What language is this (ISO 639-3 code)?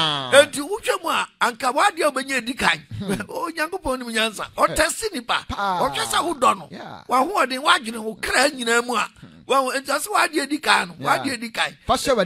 aka